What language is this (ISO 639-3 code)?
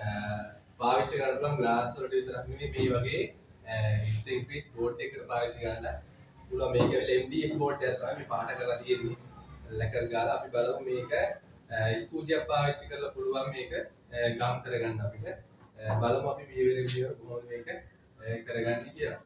sin